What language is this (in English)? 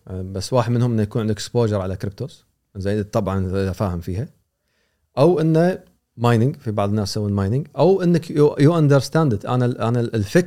Gulf Arabic